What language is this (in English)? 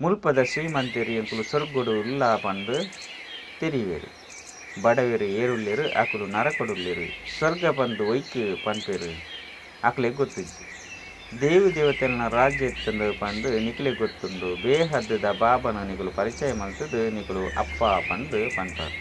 Tulu